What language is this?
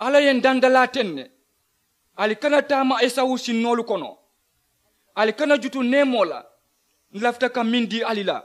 Mandingo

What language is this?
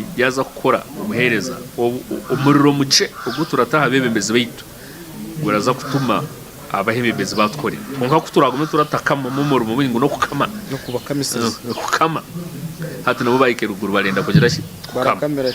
Nyankole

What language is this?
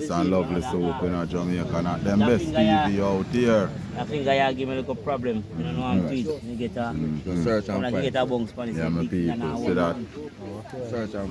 Jamaican Creole English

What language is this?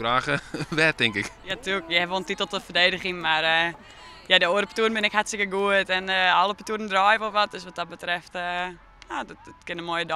Western Frisian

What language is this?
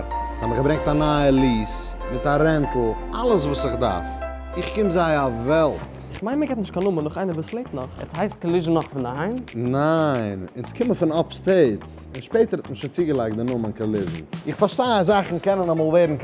Yiddish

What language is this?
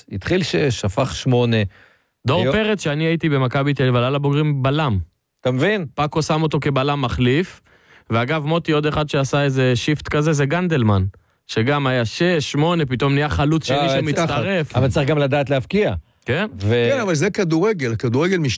Hebrew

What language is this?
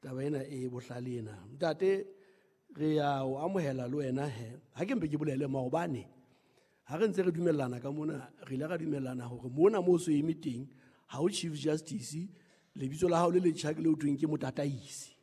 Southern Sotho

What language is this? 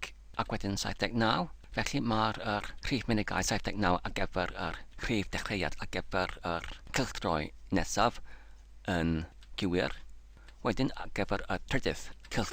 Welsh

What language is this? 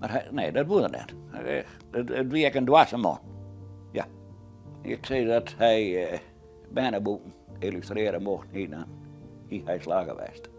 Western Frisian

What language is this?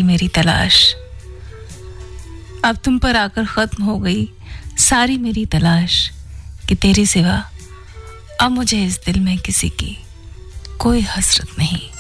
Hindi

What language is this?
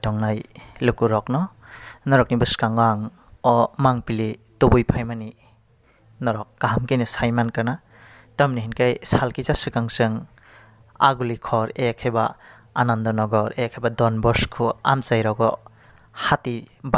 Kok Borok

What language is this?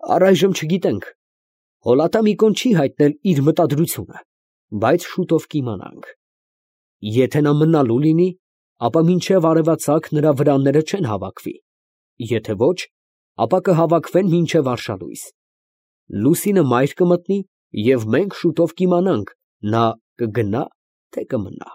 Armenian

